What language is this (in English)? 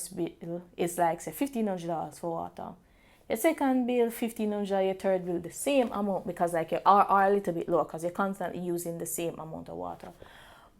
Jamaican Creole English